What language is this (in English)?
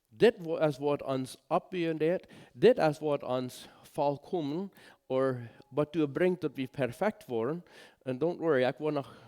Plautdietsch